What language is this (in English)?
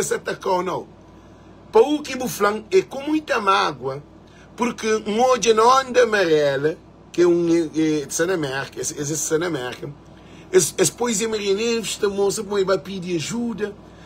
Kabuverdianu